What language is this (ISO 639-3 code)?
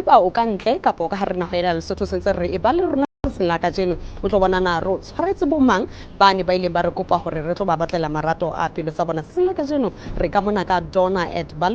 sot